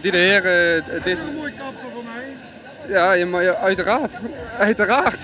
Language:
Limburgish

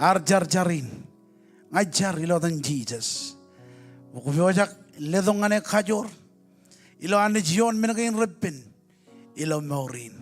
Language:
Marshallese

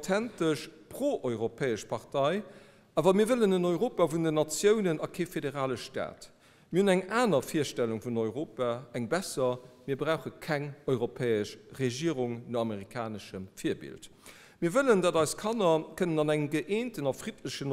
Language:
Luxembourgish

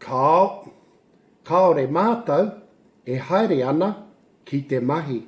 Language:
Māori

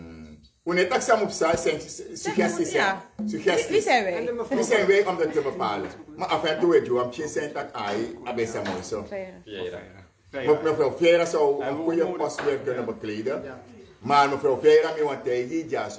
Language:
Dutch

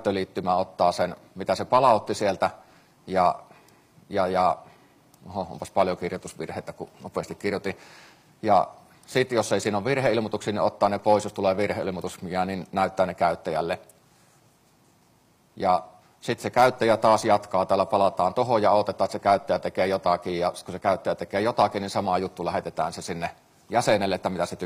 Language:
Finnish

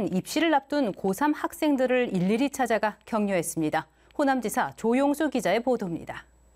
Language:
Korean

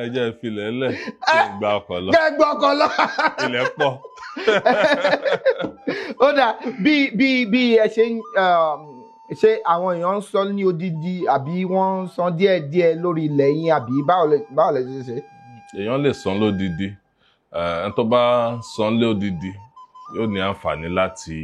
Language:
Yoruba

